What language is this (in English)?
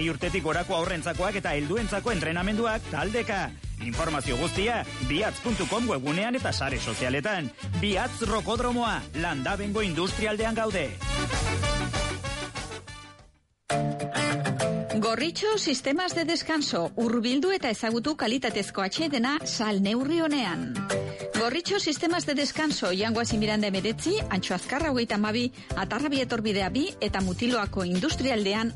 Basque